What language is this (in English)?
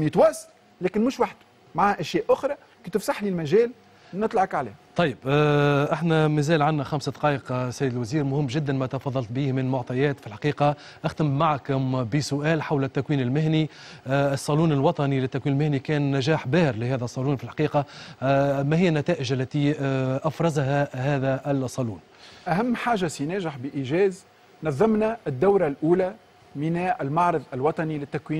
Tunisian Arabic